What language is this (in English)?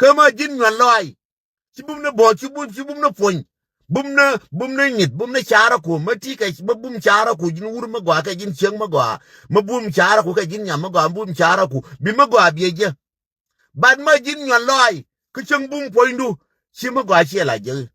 Nuer